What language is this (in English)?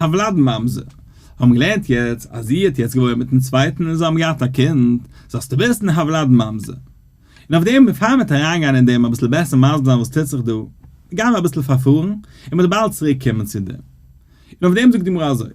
Yiddish